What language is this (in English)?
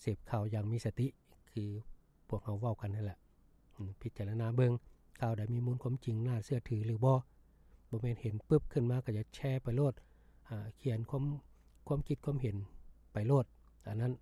Lao